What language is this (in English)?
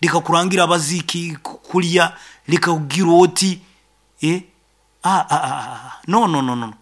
Nyoro